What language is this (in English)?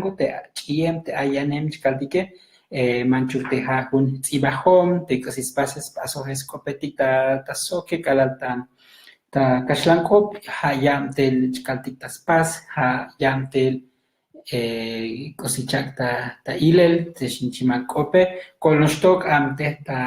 Tzotzil